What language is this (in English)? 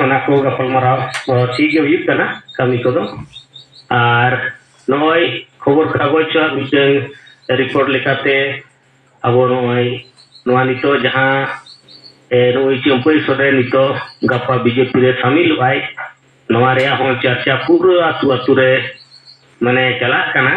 Santali